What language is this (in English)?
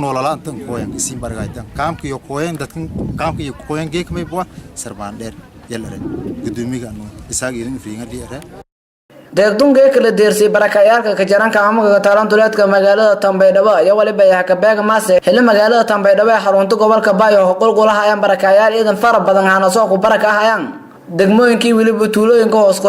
Somali